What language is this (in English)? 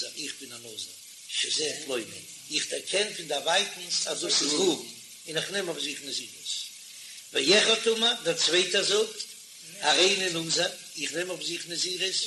Yiddish